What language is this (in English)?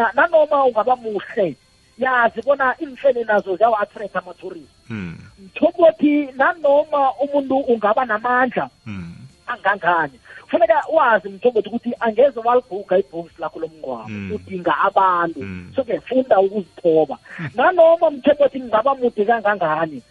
South Ndebele